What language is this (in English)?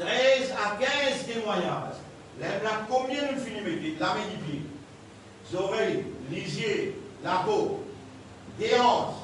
Morisyen